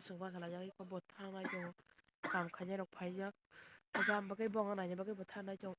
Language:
Kok Borok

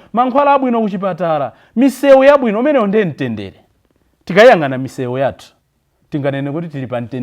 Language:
Nyanja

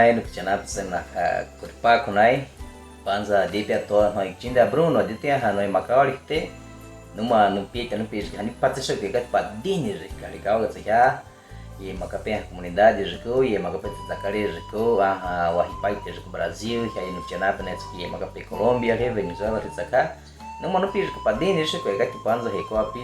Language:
Baniwa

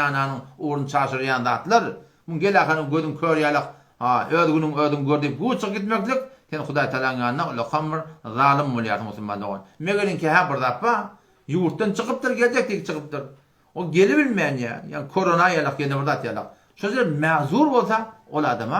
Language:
Turkmen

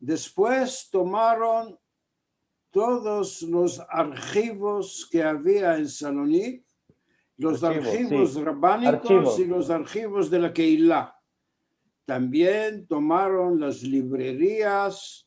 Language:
Ladino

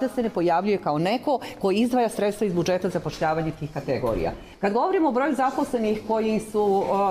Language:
Serbian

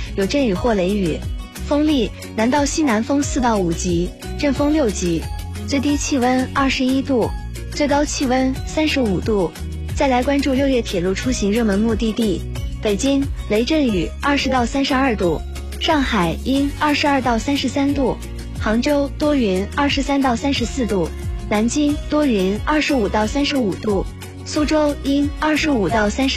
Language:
Chinese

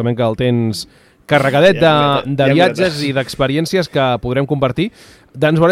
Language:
Catalan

